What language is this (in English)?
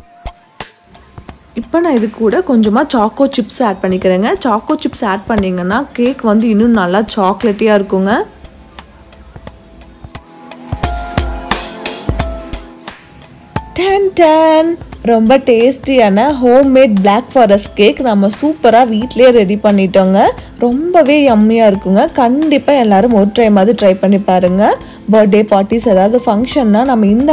Tamil